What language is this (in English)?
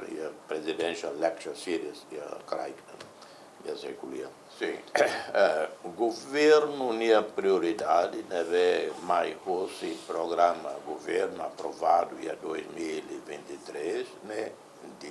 Tetum